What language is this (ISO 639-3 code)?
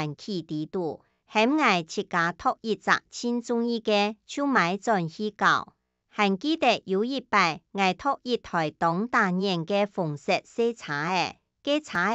hak